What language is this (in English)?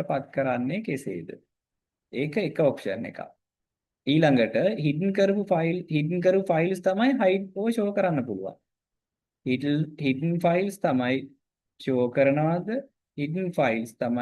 Sinhala